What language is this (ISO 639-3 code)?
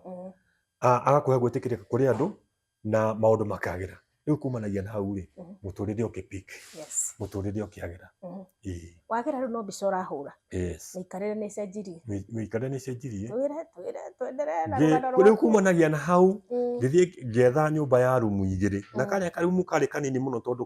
kik